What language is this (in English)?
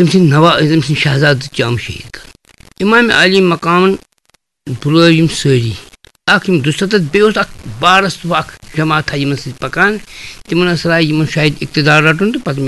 Kashmiri